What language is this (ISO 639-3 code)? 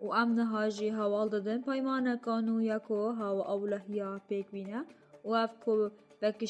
kur